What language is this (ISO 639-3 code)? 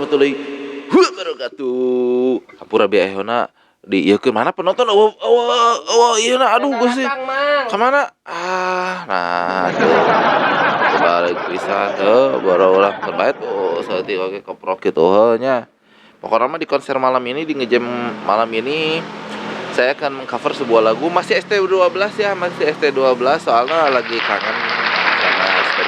sun